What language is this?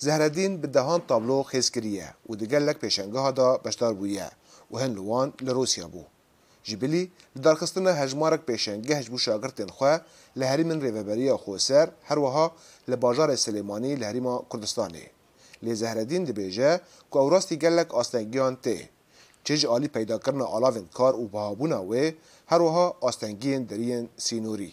Kurdish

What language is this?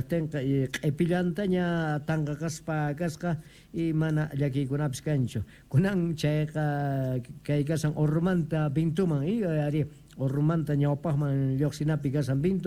South Bolivian Quechua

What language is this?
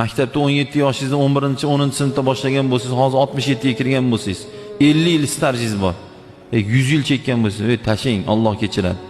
Uzbek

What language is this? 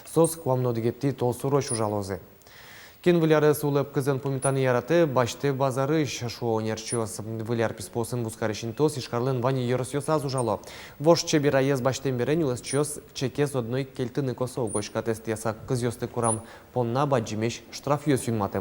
Udmurt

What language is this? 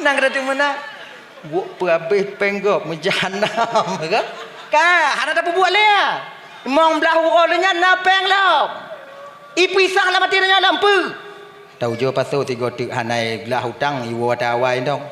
Achinese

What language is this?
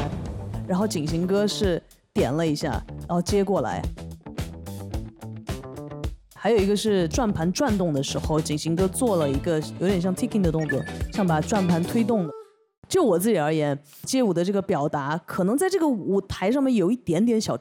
Chinese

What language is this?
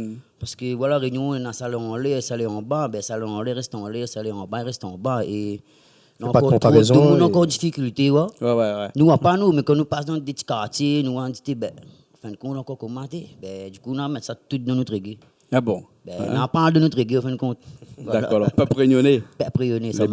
Réunion Creole French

